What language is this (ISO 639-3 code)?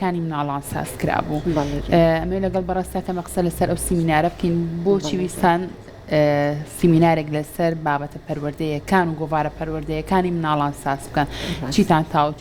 ckb